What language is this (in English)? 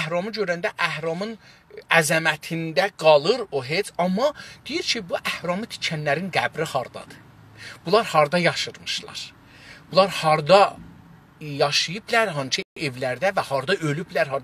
South Azerbaijani